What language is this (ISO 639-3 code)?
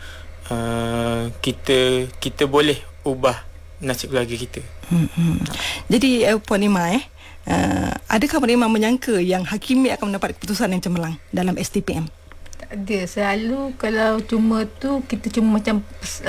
msa